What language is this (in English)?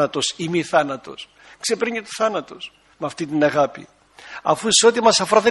Greek